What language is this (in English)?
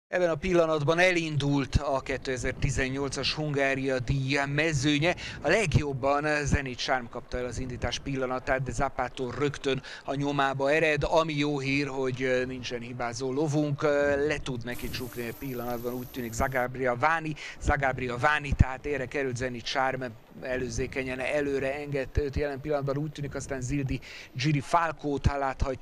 Hungarian